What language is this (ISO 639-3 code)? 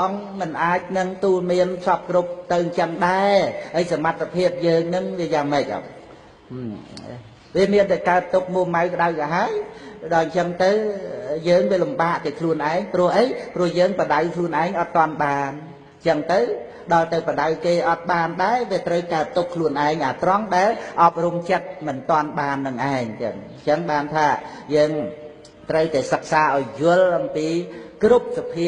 khm